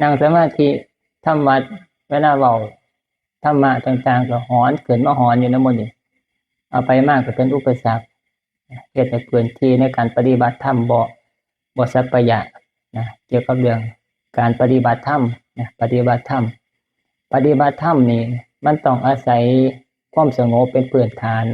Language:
Northeastern Thai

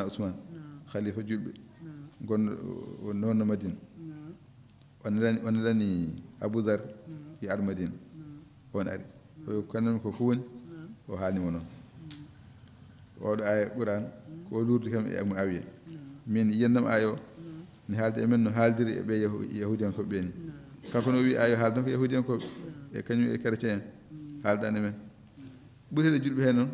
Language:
Fula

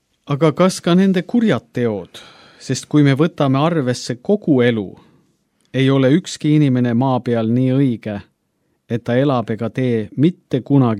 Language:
Estonian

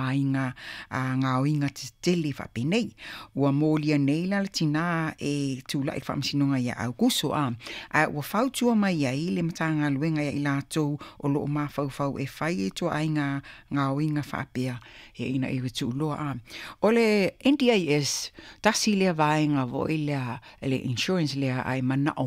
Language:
Samoan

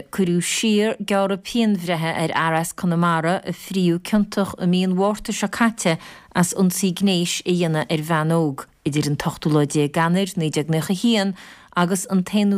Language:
Irish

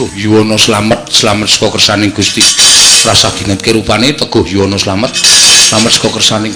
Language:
Javanese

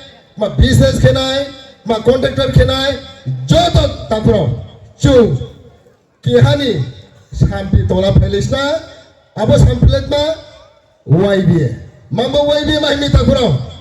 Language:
Riang (India)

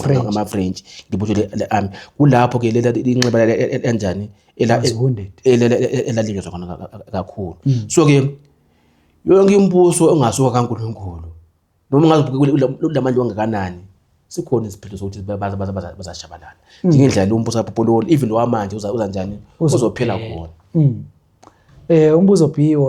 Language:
Zulu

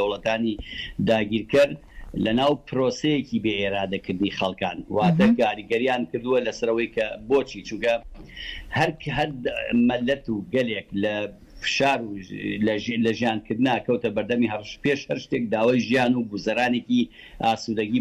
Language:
Central Kurdish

